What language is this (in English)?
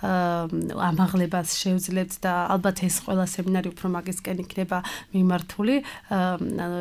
Georgian